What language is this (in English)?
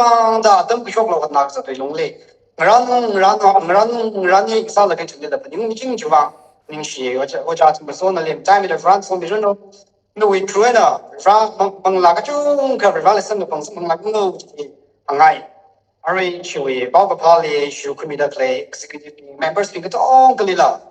Tangkhul Naga (India)